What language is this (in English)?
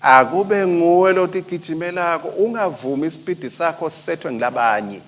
Swati